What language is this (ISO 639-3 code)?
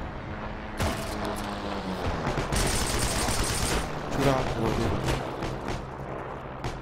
ces